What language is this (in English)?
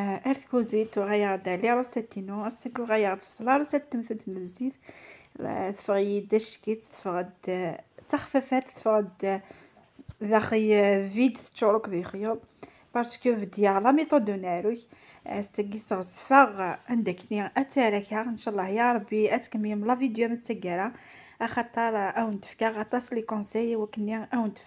Kabyle